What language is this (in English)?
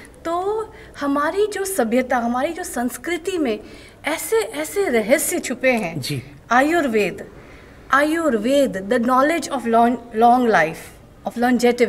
Hindi